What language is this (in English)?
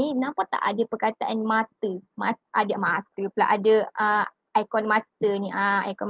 Malay